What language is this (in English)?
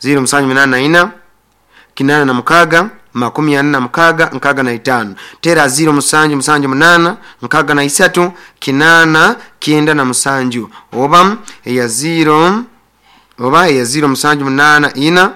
Nyoro